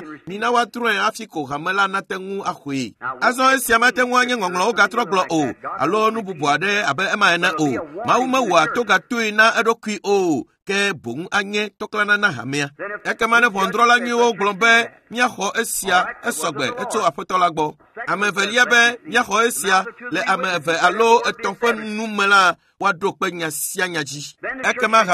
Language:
Ewe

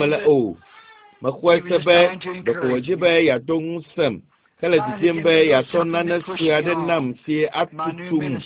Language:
Ewe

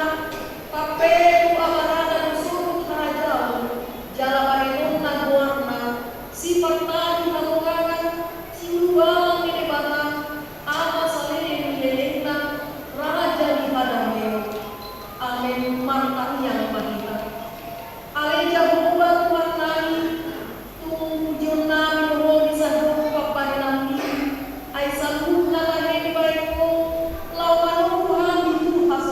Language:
Batak Toba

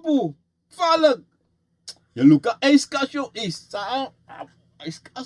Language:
Sranan Tongo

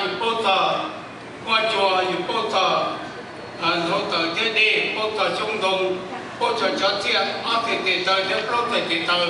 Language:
Hmong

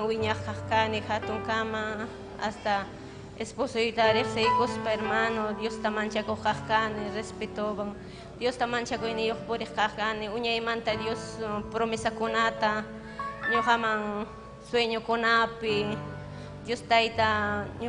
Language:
Ayacucho Quechua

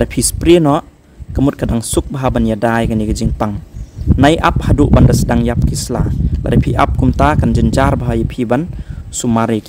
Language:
Khasi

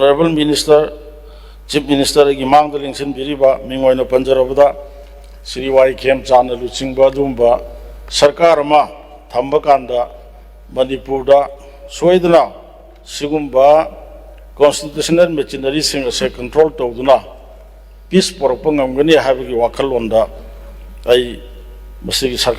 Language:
Manipuri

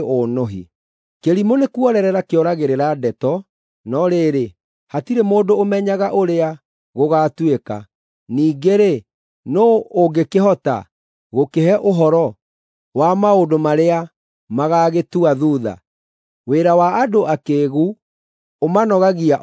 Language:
Kikuyu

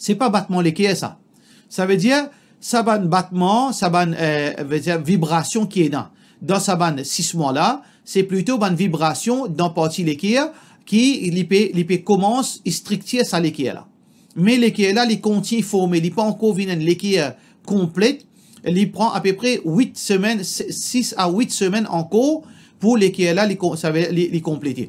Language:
Morisyen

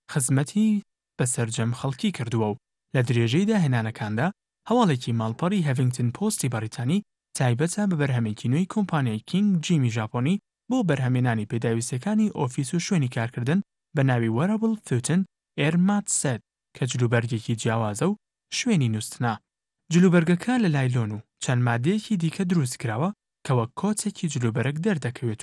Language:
Central Kurdish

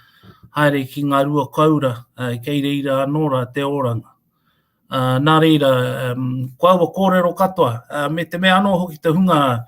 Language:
Māori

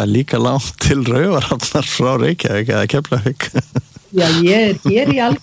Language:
Icelandic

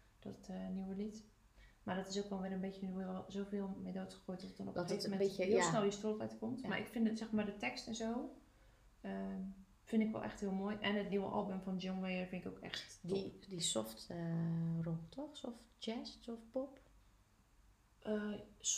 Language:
Dutch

